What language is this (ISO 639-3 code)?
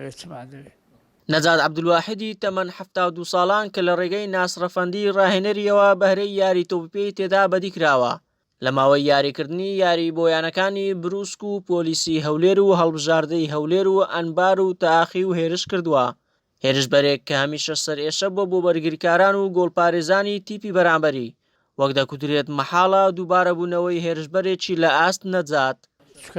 ckb